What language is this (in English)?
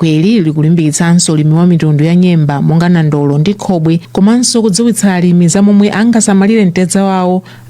Nyanja